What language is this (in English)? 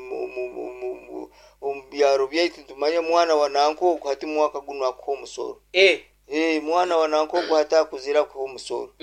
Nyoro